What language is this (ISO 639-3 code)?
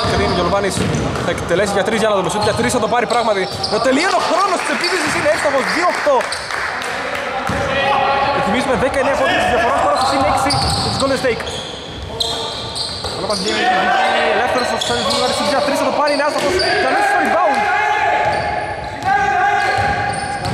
ell